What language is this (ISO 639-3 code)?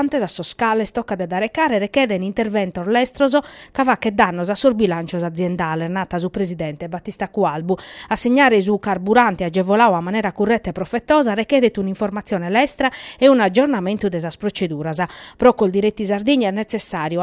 srd